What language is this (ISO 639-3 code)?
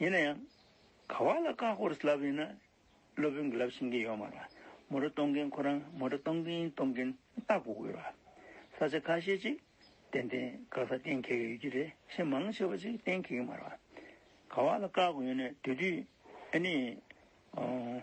bod